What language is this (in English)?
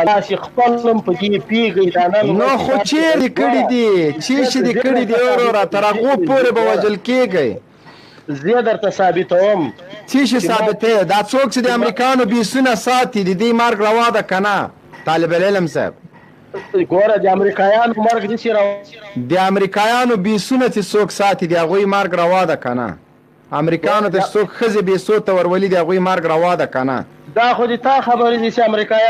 Pashto